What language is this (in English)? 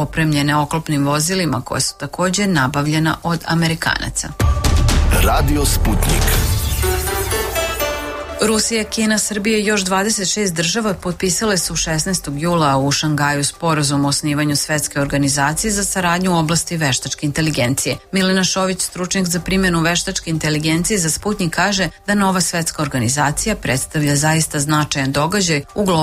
Serbian